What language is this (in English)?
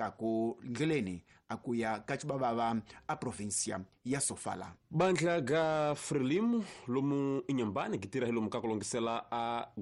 Tsonga